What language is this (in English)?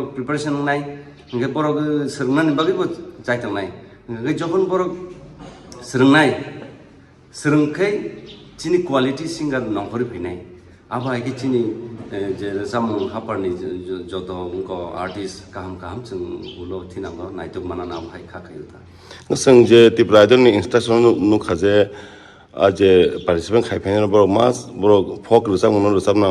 Kok Borok